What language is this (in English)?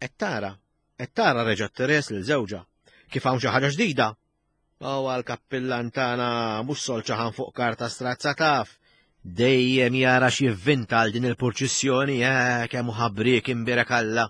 Maltese